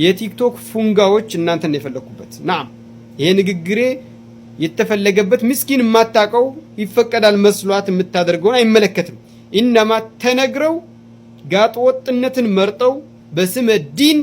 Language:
Amharic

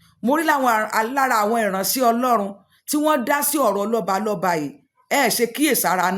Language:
Yoruba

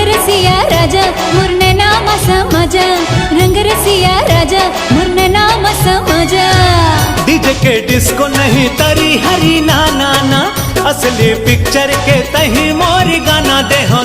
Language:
Chhattisgarhi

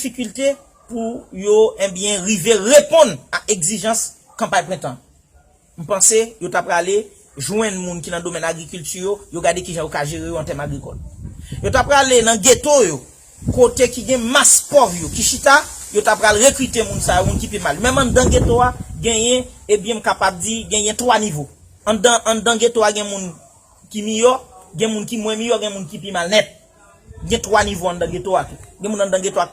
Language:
Haitian Creole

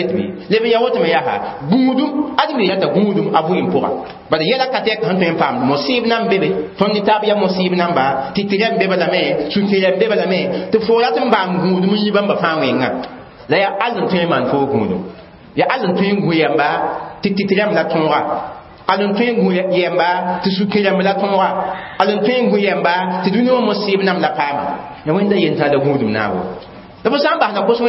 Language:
Mossi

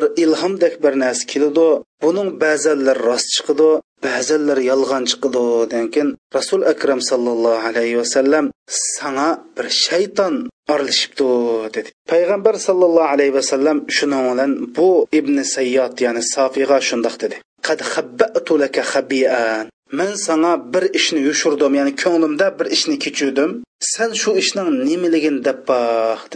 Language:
Uyghur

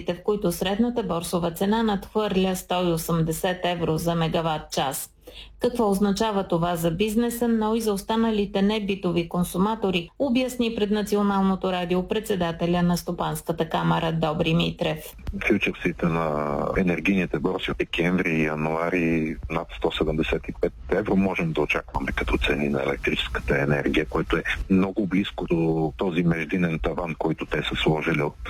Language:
Bulgarian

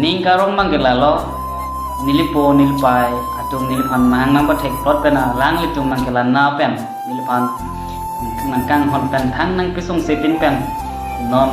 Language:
Karbi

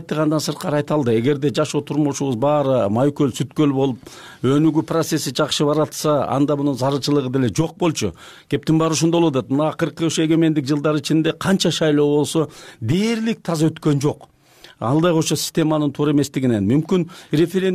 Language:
Kyrgyz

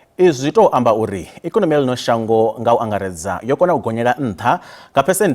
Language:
Venda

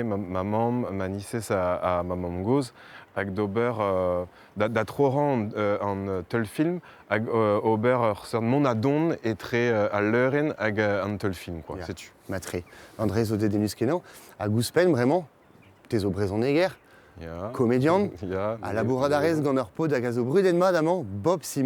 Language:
Breton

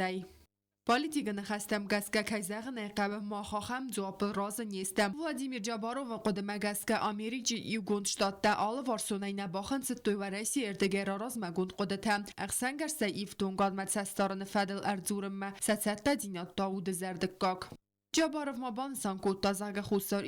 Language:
Ossetic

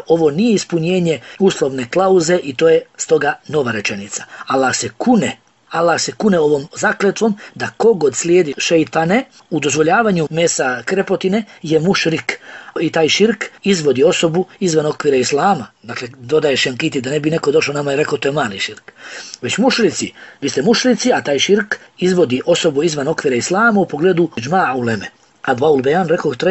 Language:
Bosnian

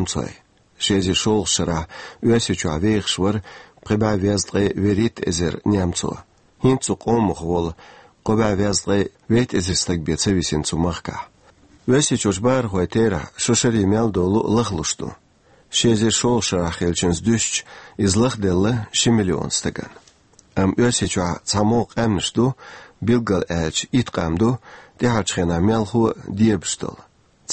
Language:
Chechen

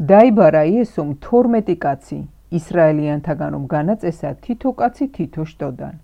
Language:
Georgian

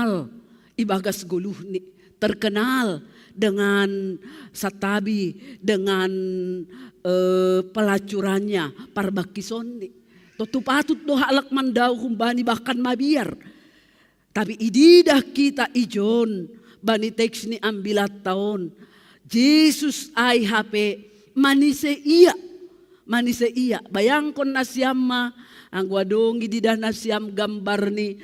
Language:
Batak Simalungun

